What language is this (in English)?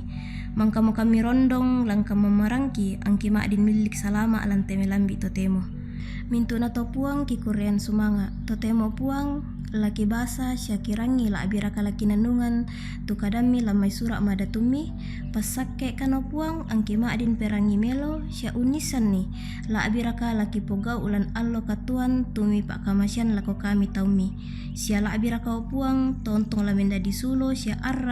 Toraja-Sa'dan